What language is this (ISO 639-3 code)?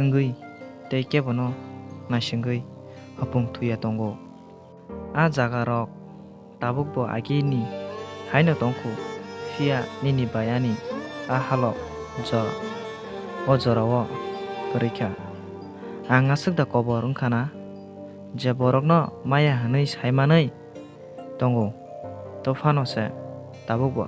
trp